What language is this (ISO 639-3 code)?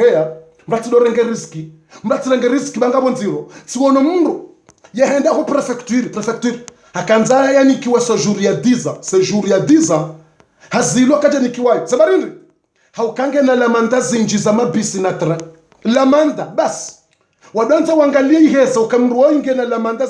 zdj